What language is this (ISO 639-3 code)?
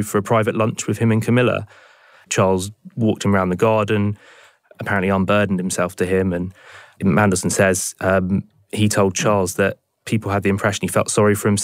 eng